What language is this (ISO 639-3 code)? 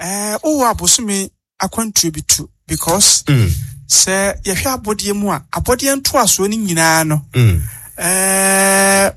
aka